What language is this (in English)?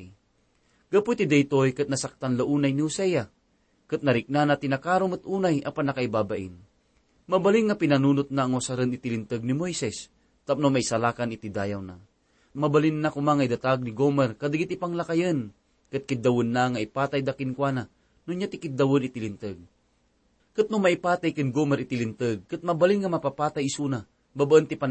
Iloko